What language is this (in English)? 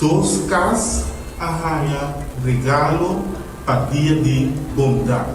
Papiamento